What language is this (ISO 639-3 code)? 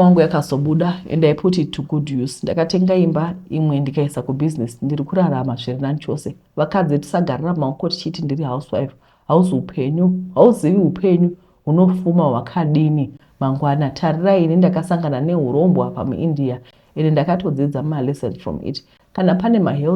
sna